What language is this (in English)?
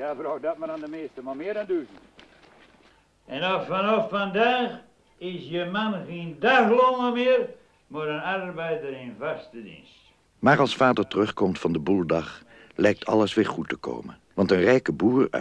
Dutch